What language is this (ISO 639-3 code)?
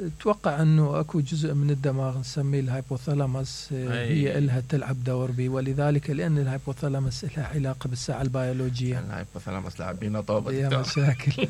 acm